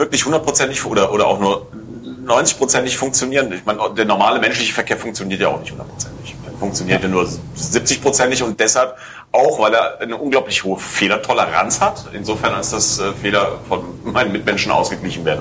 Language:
German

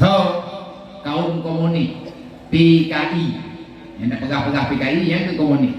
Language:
Achinese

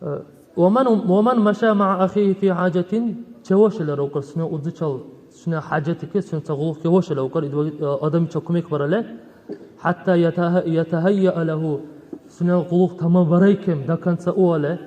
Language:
Dargwa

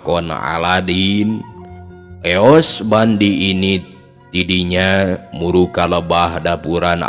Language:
Sundanese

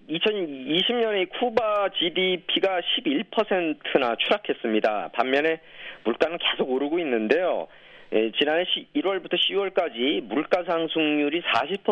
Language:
Korean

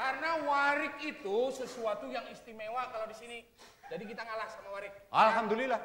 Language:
Banjar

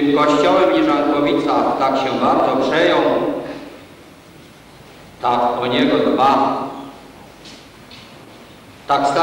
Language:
Polish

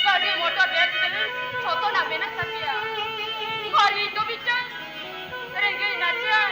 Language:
Santali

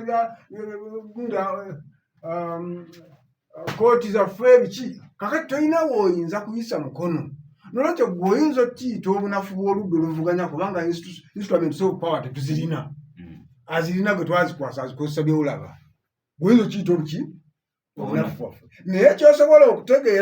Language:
Ganda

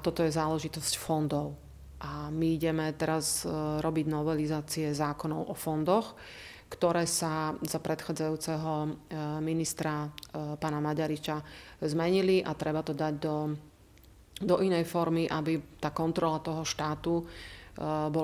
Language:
Slovak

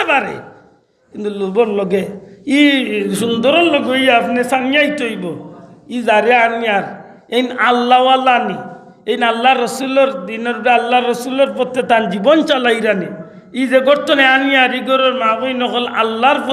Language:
Sylheti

